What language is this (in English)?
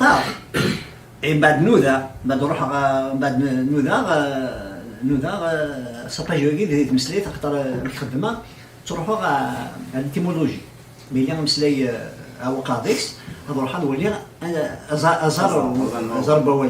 Kabyle